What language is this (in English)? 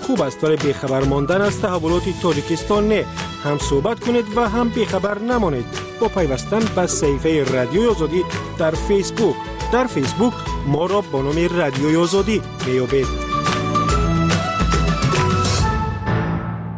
Persian